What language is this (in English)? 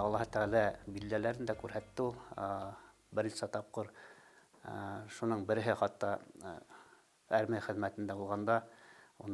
Bashkir